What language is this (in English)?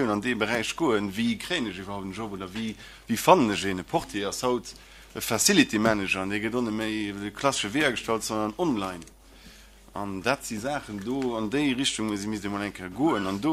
Luxembourgish